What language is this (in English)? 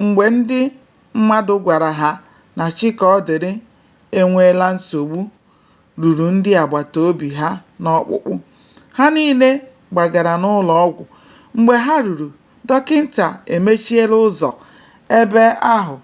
Igbo